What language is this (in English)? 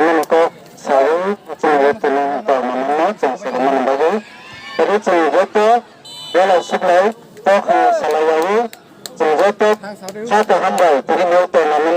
Kok Borok